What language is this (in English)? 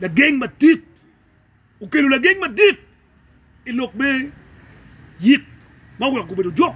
Acoli